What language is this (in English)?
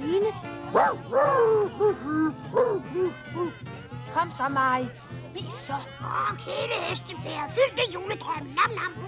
Danish